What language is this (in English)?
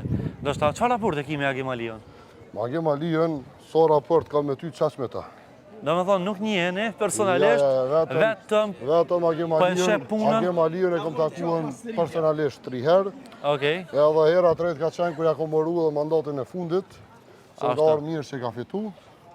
Albanian